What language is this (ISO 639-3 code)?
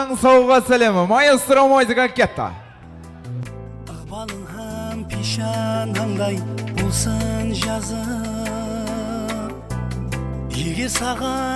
kaz